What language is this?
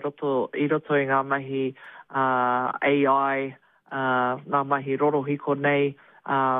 Māori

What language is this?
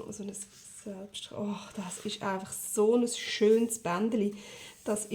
Swiss German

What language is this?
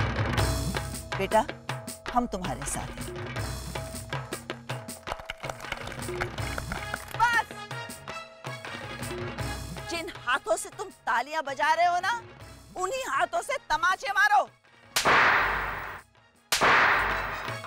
Hindi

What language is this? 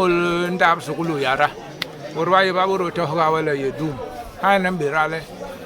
Basaa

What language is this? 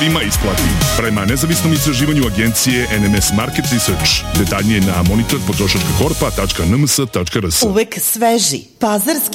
Serbian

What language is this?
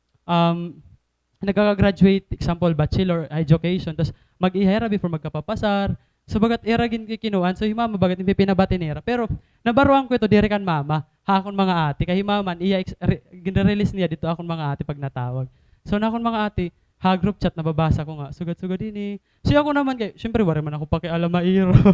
Waray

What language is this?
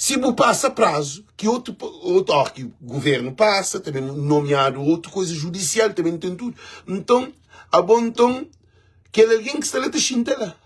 Kabuverdianu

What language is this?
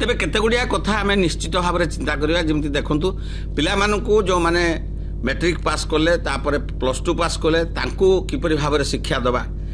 Odia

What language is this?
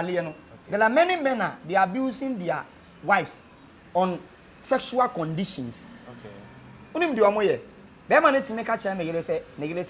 Akan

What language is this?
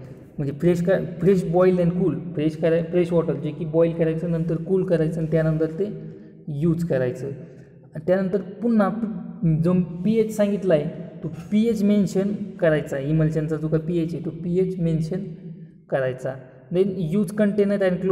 Marathi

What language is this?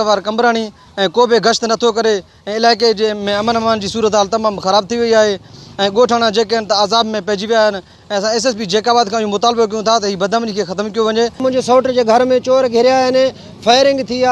Sindhi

